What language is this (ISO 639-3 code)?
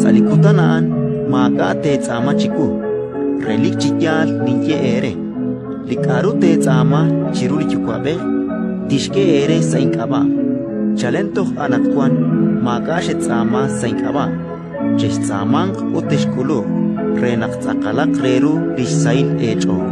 kek